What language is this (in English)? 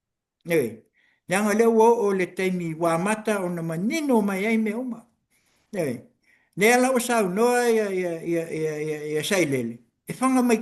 Samoan